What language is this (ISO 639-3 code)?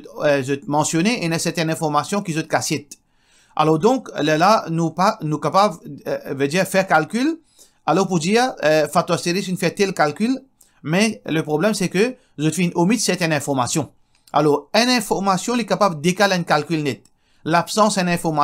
mfe